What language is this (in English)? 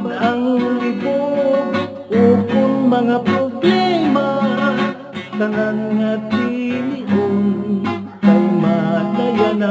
Hiligaynon